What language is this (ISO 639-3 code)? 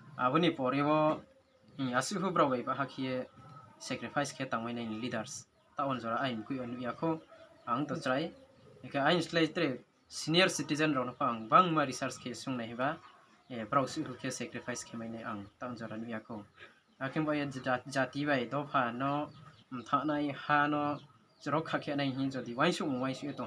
ria